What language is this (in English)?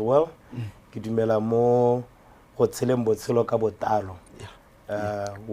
Tswana